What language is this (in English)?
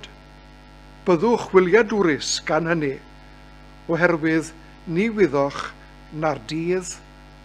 Welsh